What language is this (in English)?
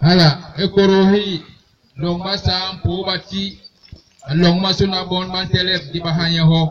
Basaa